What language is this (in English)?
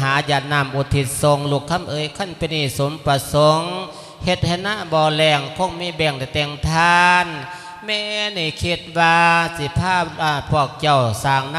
Lao